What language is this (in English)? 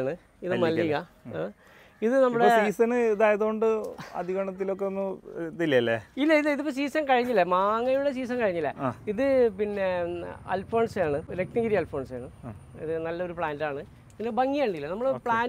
Malayalam